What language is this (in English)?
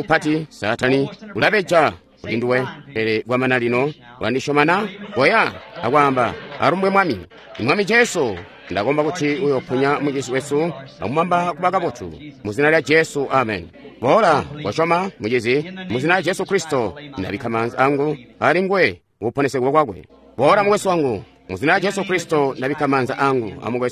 Tonga (Zambia)